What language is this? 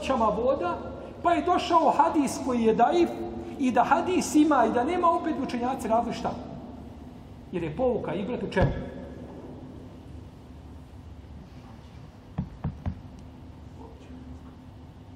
Bosnian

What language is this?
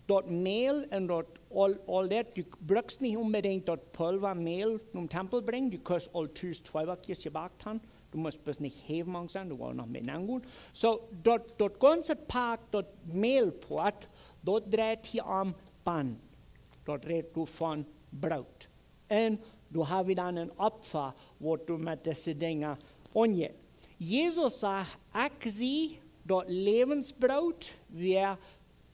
Plautdietsch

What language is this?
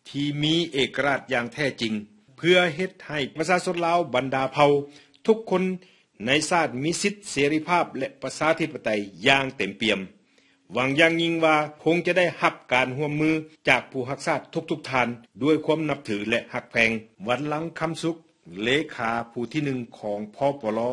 Lao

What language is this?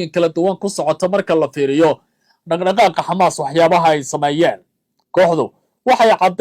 Somali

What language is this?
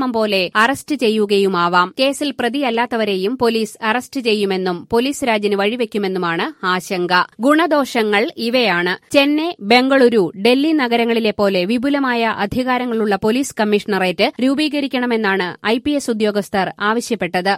Malayalam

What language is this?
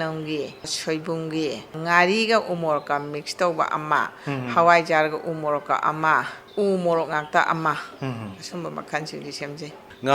Manipuri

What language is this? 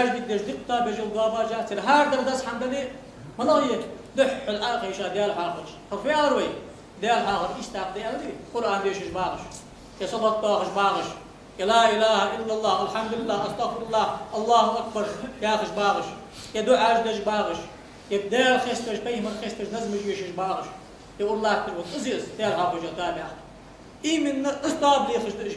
Ingush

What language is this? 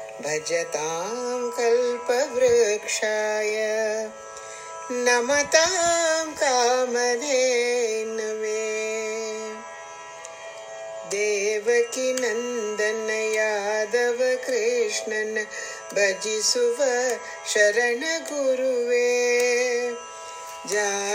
Kannada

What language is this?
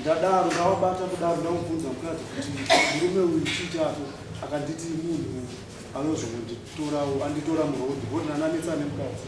Shona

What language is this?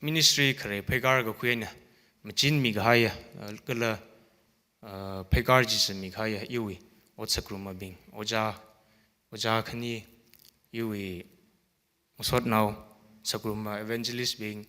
Tangkhul Naga (India)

